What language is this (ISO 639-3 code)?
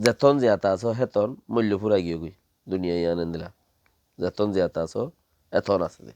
rhg